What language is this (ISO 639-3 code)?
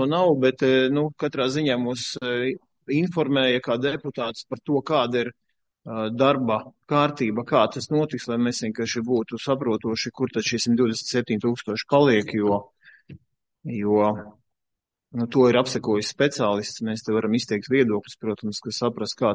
lav